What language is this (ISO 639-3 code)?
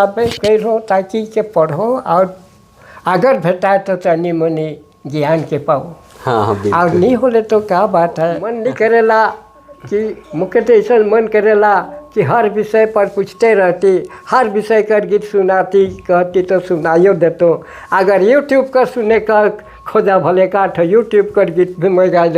sck